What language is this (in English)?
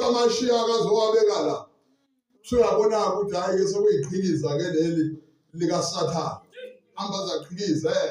Zulu